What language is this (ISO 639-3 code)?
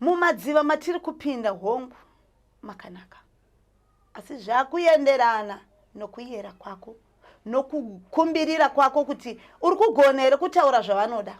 sna